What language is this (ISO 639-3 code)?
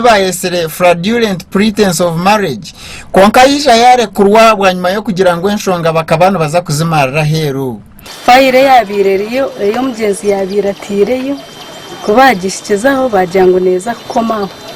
nyn